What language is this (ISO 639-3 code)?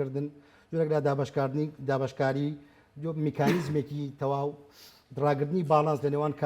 ckb